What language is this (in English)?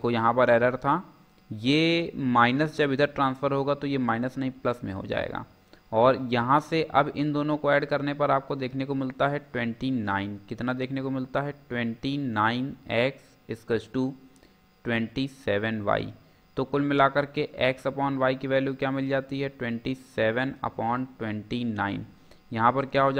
Hindi